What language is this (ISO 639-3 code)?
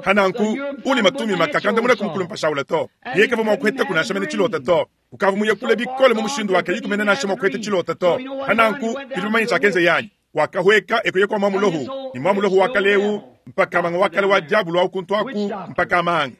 lua